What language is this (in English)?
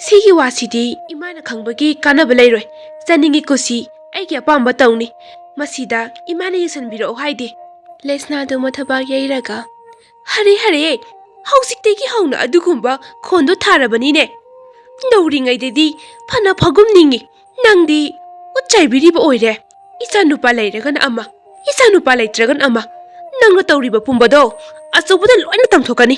Manipuri